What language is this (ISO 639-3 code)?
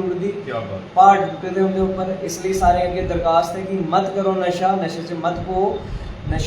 doi